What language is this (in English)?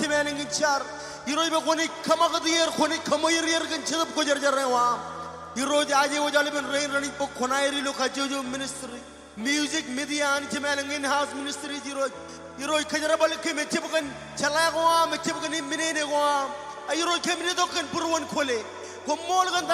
Marshallese